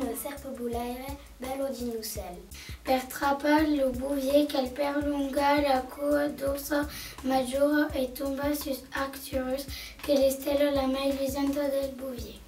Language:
Occitan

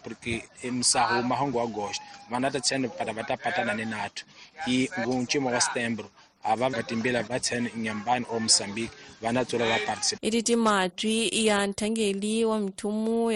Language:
Tsonga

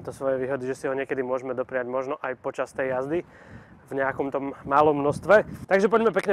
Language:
Slovak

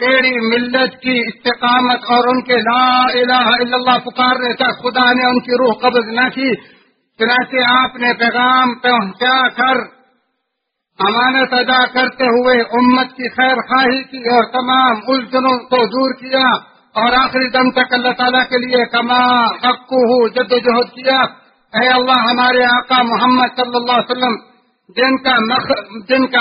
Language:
Urdu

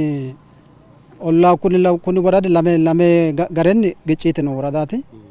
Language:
Sidamo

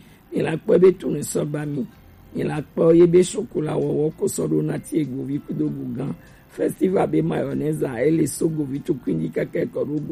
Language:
Gen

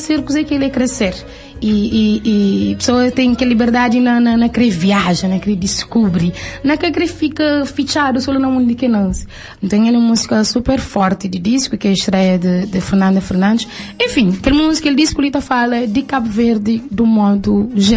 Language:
Kabuverdianu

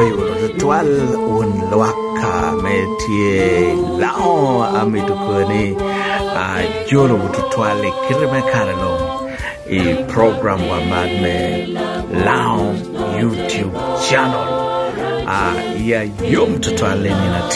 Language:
Lango (Uganda)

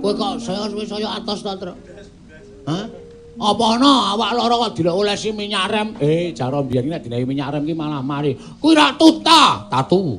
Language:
Javanese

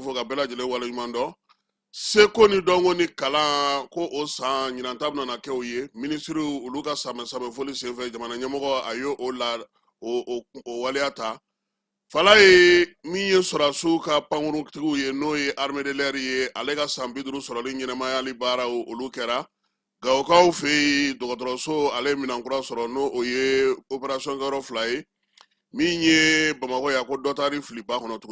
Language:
Bambara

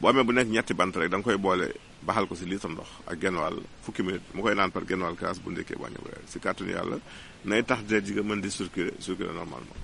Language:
Wolof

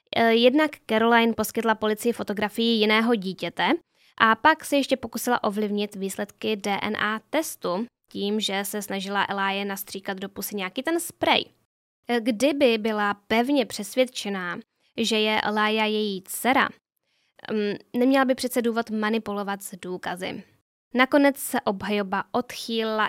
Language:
Czech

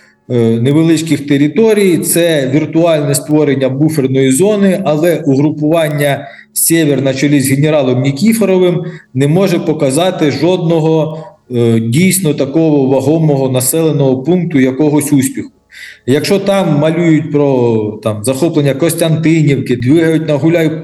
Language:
Ukrainian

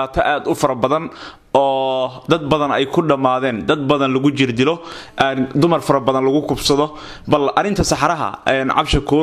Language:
Somali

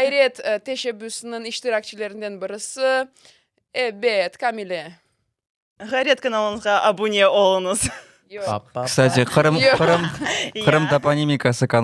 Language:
Crimean Tatar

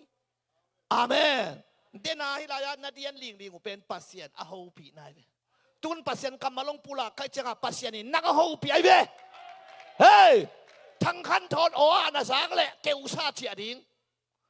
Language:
Tedim Chin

